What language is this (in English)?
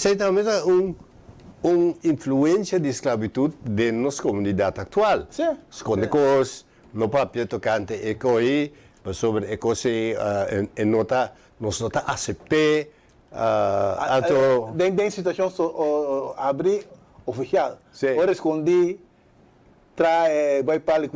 Papiamento